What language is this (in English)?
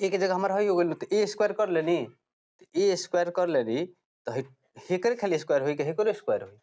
Bhojpuri